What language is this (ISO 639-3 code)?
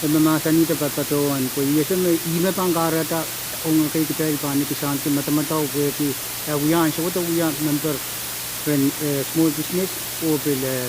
pon